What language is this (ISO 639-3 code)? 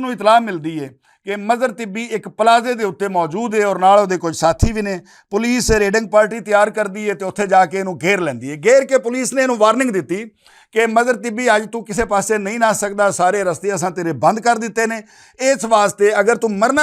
lah